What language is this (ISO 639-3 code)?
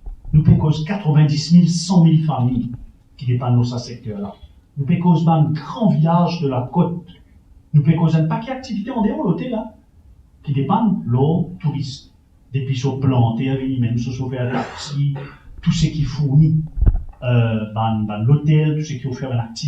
mfe